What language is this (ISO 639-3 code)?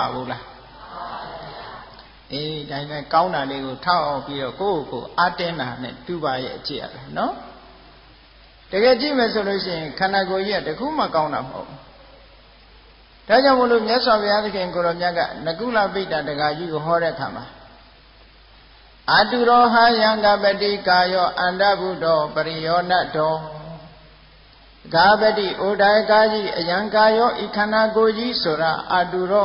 mya